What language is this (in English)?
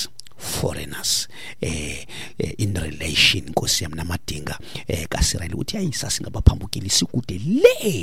Xhosa